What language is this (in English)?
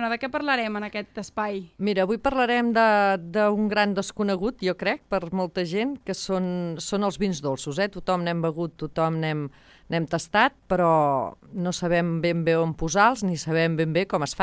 Catalan